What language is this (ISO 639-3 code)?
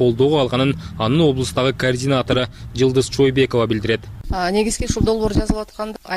kir